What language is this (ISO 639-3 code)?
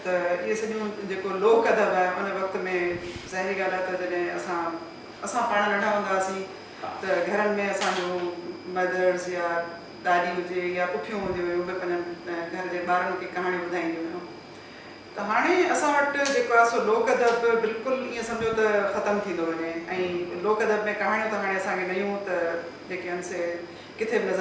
snd